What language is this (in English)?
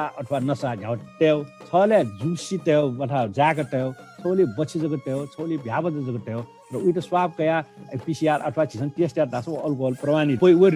Newari